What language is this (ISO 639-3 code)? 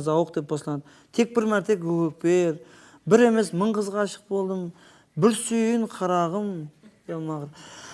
kaa